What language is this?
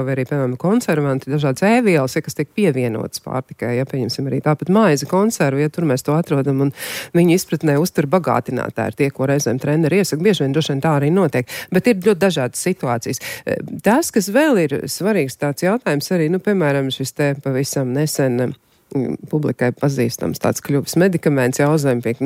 Latvian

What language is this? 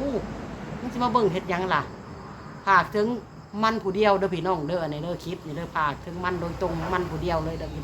Northeastern Thai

